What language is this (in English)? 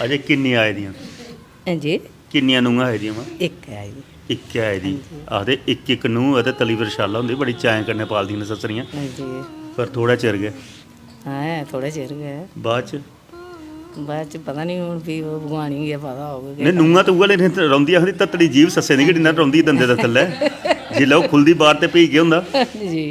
Dogri